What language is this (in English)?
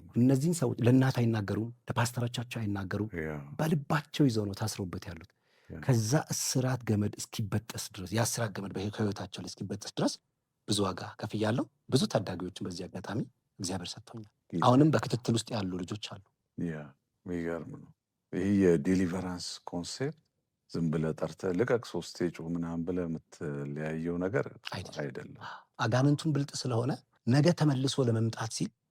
Amharic